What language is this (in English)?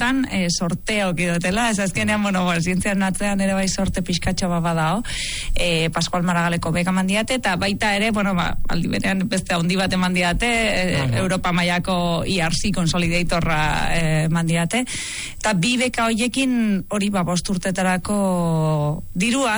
Basque